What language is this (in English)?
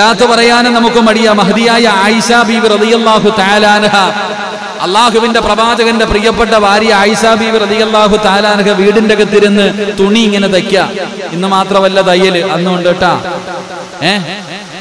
Malayalam